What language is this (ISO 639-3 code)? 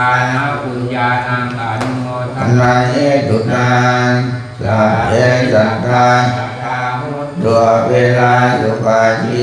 pli